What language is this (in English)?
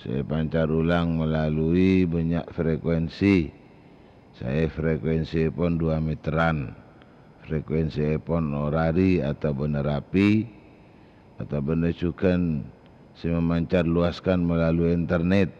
Madurese